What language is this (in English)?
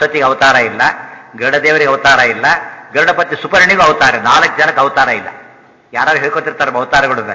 Kannada